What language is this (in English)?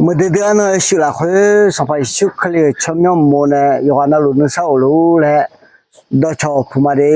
Akha